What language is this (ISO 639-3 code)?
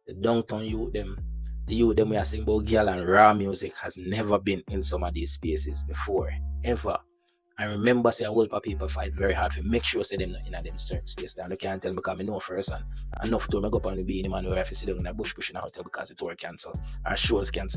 jam